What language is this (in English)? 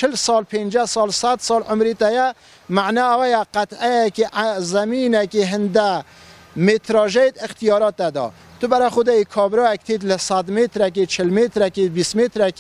Kurdish